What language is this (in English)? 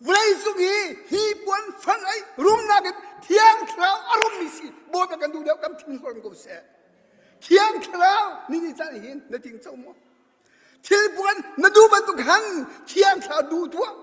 Hakha Chin